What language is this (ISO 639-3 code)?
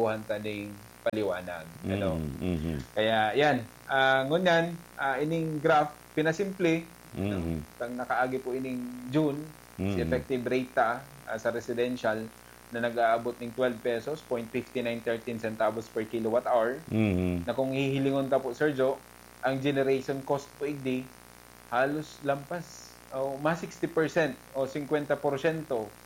bik